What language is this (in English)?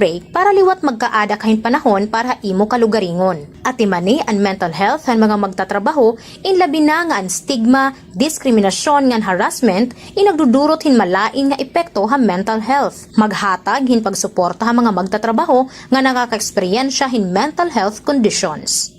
Waray